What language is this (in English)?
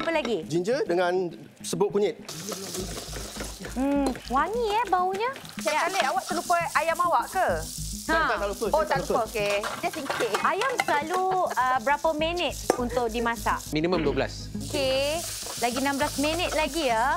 Malay